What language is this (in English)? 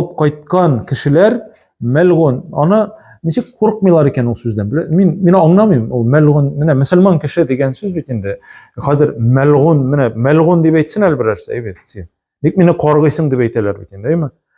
Tatar